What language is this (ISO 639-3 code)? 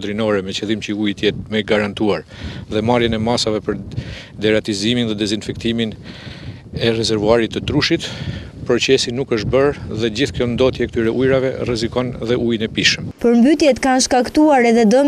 sqi